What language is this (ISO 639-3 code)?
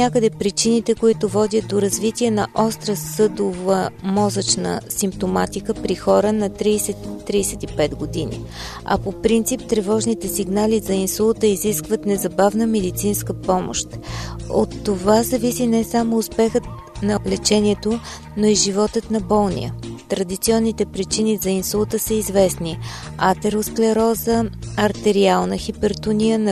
bul